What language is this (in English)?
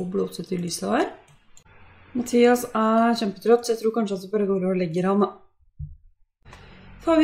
Norwegian